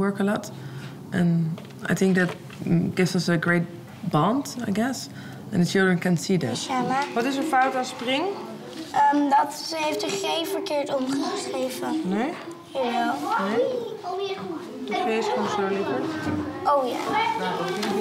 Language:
Dutch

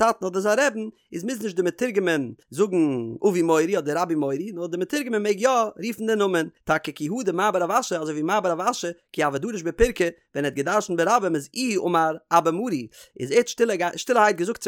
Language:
Yiddish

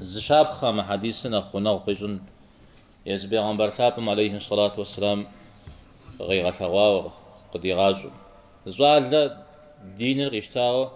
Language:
Kabardian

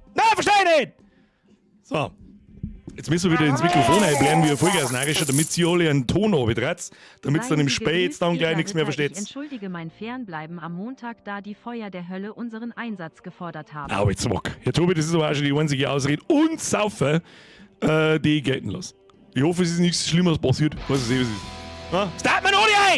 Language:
Bavarian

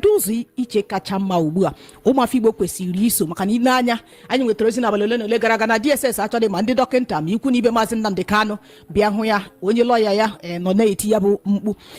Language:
Igbo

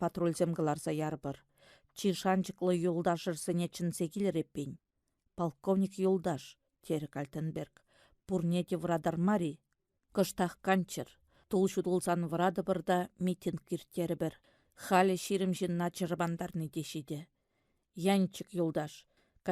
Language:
Chuvash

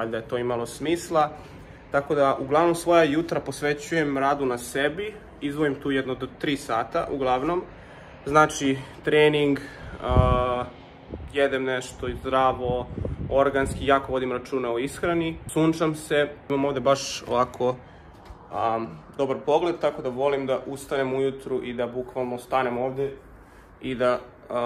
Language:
Serbian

